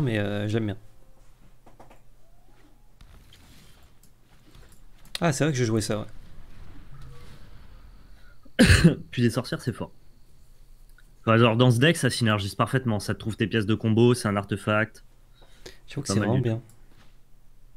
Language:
French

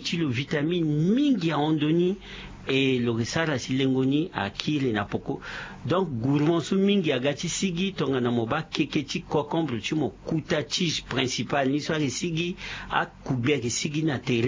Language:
Sango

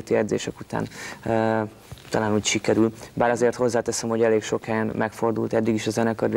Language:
Hungarian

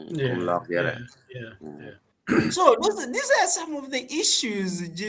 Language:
Acoli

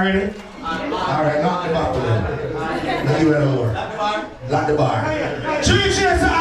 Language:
Jamaican Creole English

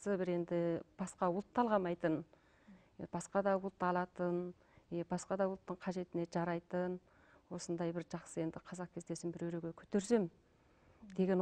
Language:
Kazakh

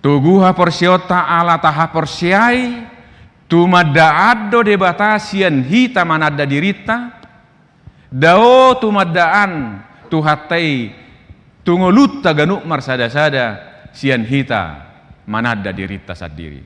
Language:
Batak Toba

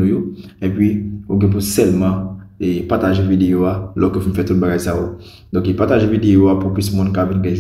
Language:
Haitian Creole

